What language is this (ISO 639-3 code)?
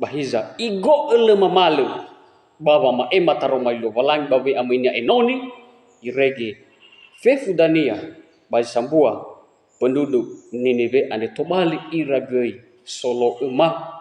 nia